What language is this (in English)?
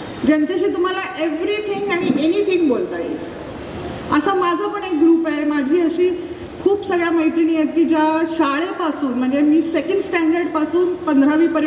Marathi